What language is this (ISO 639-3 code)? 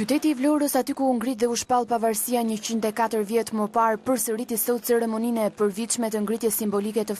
sqi